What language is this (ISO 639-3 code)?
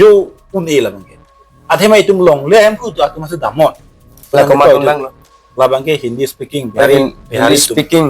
mjw